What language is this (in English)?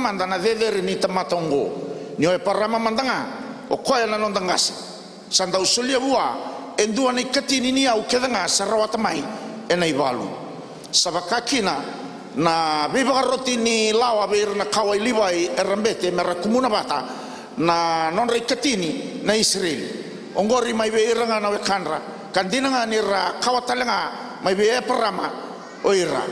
Fijian